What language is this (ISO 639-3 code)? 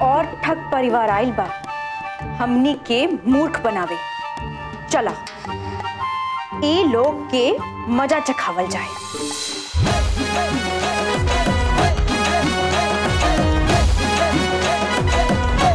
bho